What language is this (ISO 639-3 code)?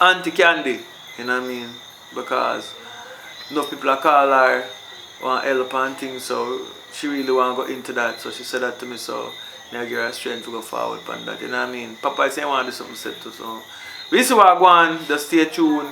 jam